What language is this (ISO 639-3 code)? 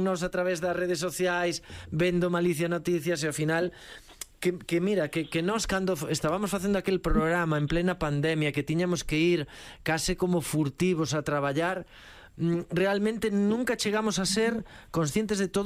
glg